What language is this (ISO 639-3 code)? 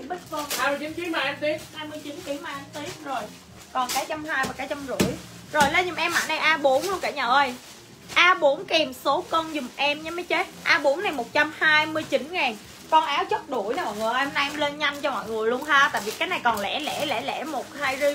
vie